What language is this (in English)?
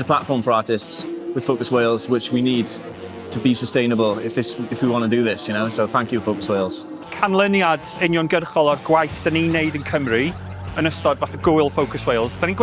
Welsh